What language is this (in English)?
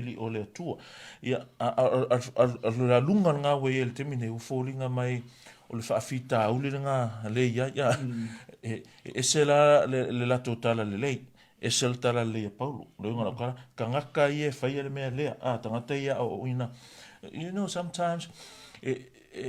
Samoan